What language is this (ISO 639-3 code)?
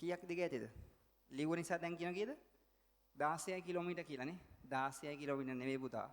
sin